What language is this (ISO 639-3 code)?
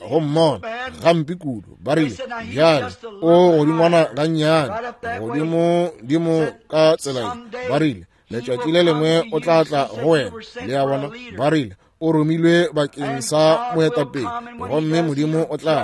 nso